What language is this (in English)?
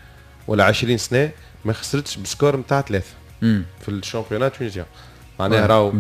Tunisian Arabic